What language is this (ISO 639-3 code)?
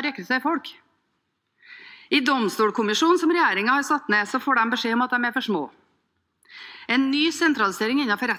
nor